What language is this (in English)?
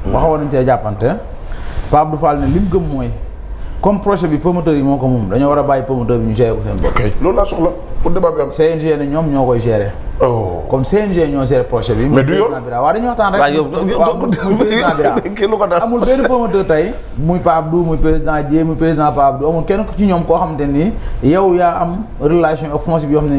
Wolof